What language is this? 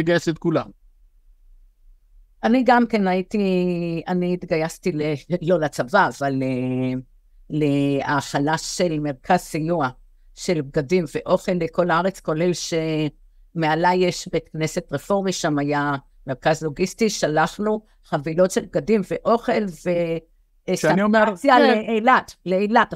Hebrew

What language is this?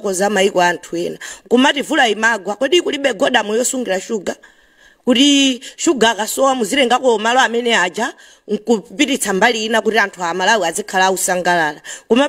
Nyanja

